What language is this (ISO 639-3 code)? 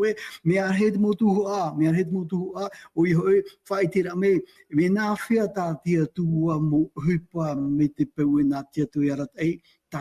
tah